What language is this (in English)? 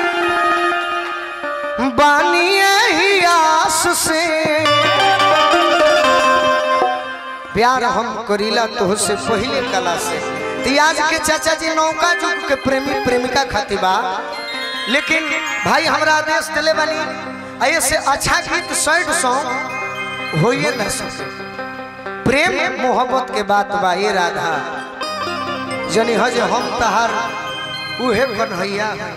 Bhojpuri